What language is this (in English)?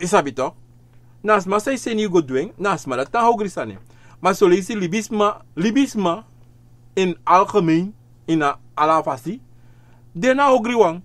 Sranan Tongo